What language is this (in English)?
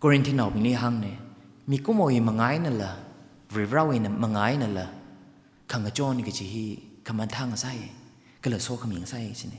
Tangkhul Naga (India)